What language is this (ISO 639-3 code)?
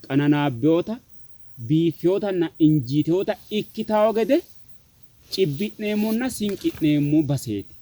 sid